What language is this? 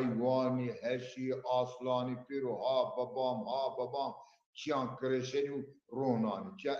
Zaza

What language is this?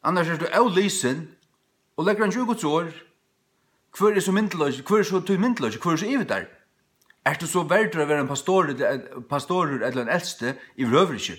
Faroese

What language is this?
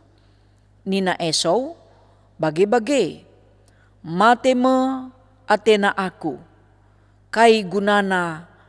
Batak Karo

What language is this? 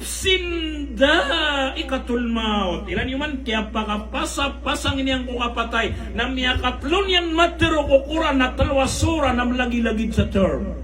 Maranao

